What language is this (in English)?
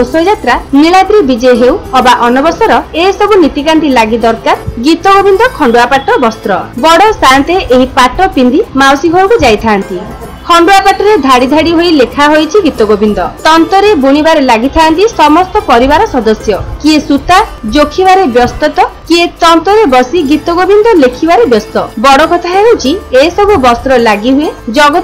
Odia